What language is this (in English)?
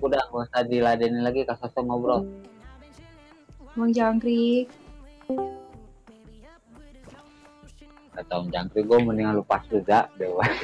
Indonesian